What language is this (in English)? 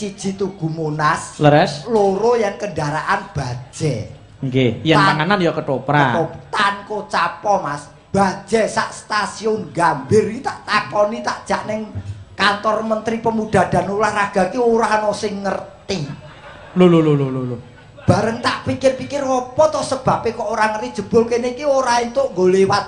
Javanese